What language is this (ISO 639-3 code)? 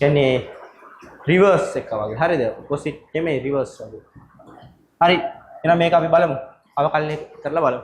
sin